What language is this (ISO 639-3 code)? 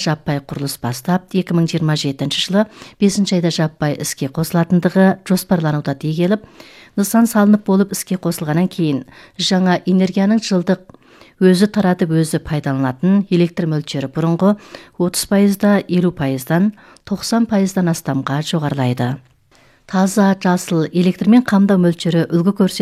kaz